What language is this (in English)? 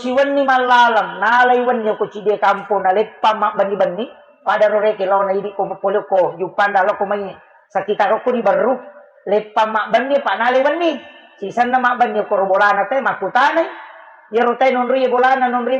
Buginese